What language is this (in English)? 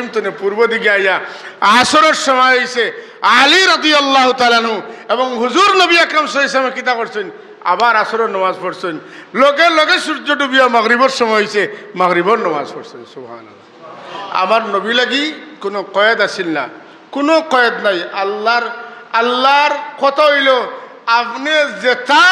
Sylheti